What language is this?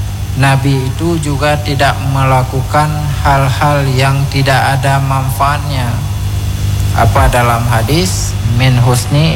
Indonesian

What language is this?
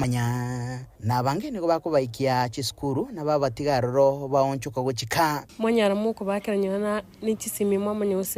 Gusii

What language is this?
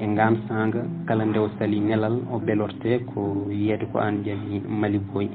Fula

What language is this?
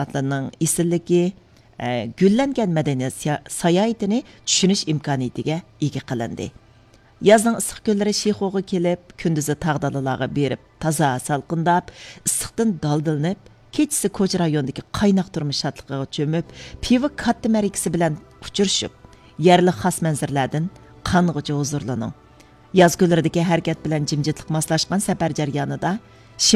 Uyghur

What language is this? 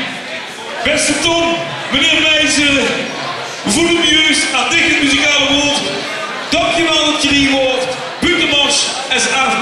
Limburgish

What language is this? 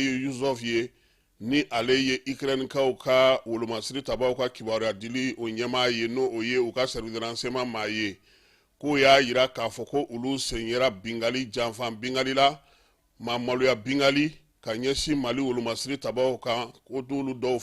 Bambara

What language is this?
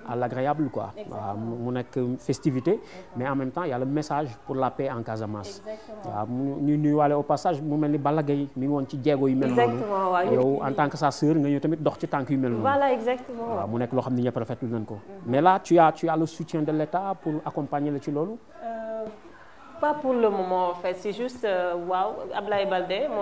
Wolof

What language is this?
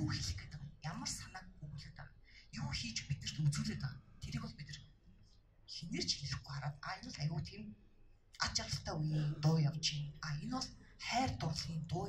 Mongolian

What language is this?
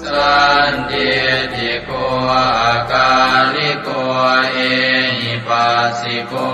Pali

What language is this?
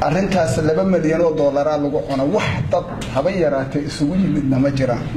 Somali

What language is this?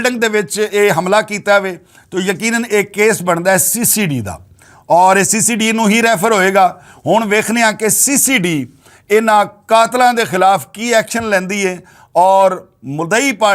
Western Panjabi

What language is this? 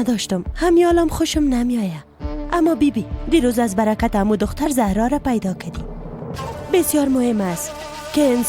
Persian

